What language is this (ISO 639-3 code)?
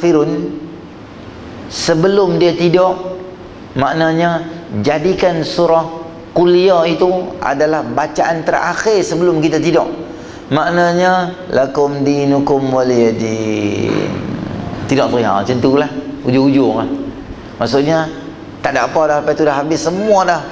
msa